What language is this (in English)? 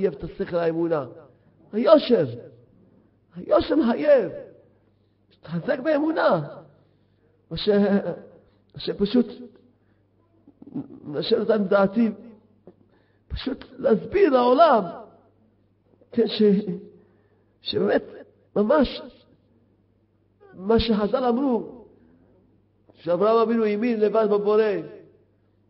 Hebrew